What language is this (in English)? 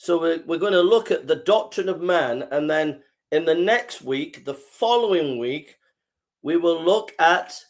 English